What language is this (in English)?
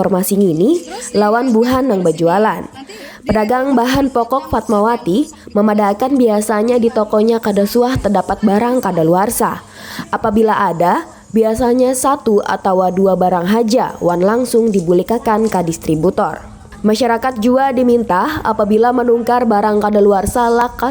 Banjar